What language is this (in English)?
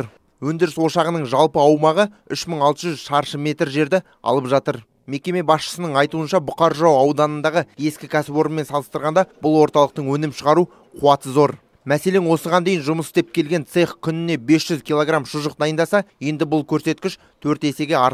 Kazakh